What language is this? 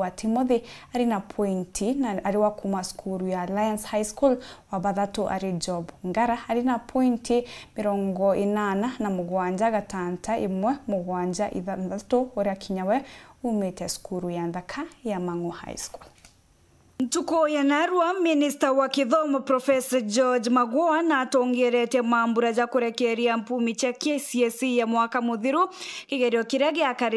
Meru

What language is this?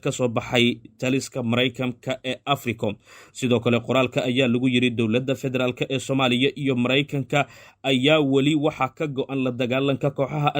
Somali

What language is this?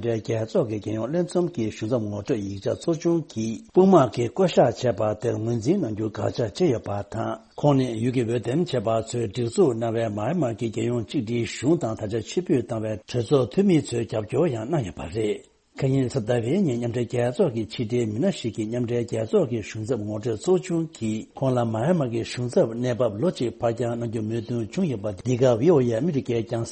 Tibetan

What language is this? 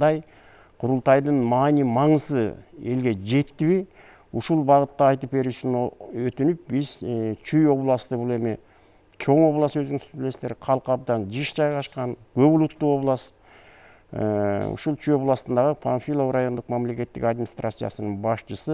Kyrgyz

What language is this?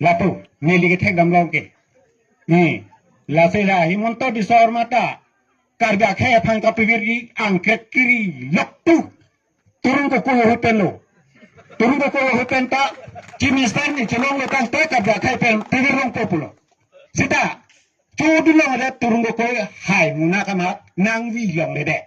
Karbi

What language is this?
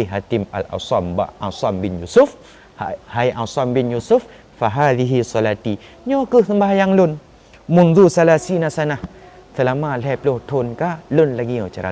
Achinese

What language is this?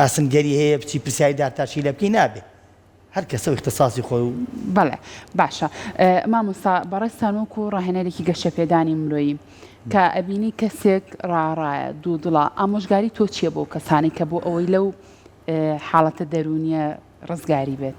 Central Kurdish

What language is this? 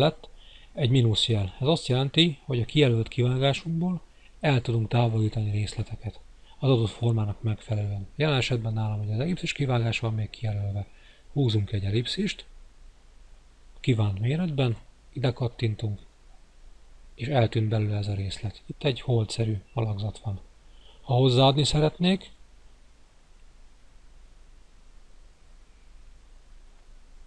Hungarian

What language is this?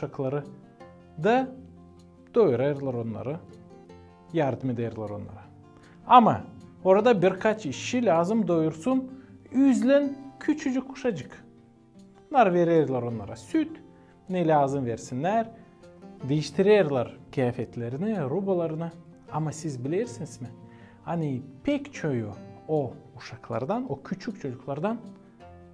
Gagauz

